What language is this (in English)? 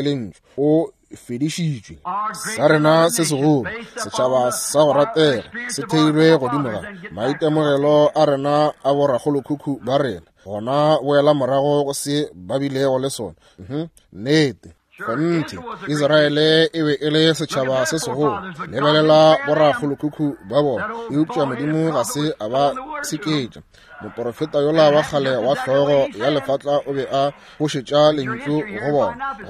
Northern Sotho